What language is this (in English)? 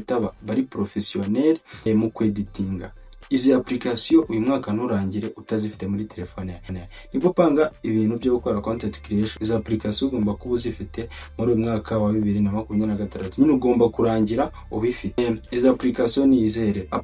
Kinyarwanda